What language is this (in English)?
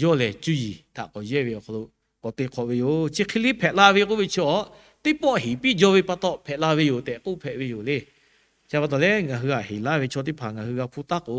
Lahu